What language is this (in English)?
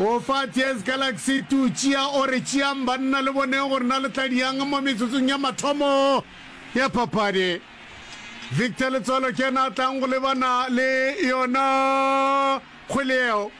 Northern Sotho